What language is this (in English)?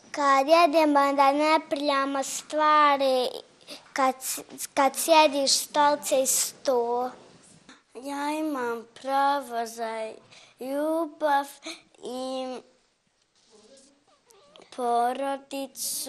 Bosnian